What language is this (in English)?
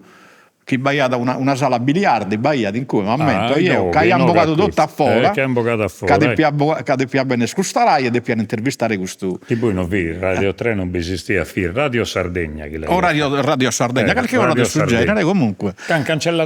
Sardinian